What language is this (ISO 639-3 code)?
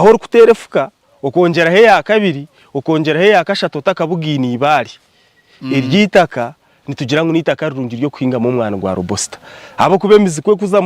nyn